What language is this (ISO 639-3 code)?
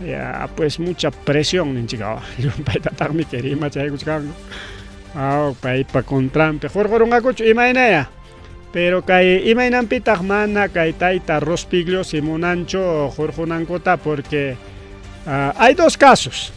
quy